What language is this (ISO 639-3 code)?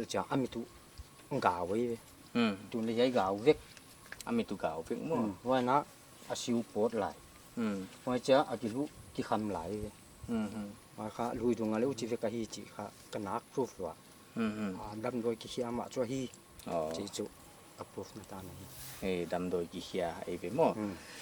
pck